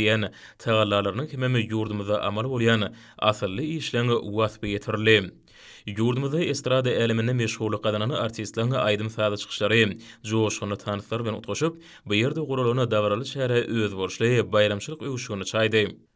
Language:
Turkmen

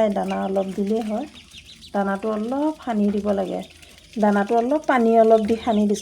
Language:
Assamese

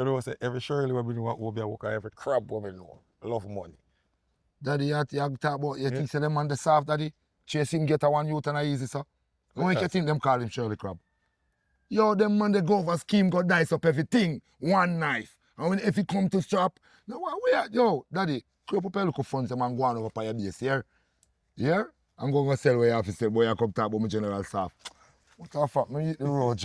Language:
Jamaican Creole English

